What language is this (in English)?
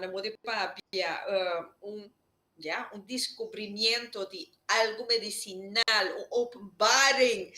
Papiamento